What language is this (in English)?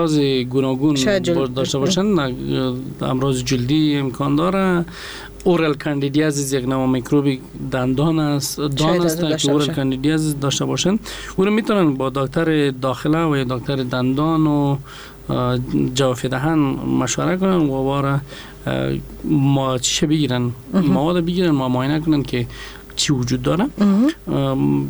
Persian